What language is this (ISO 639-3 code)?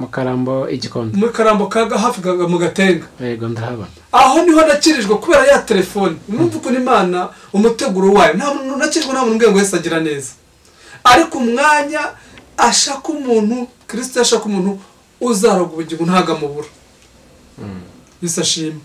kin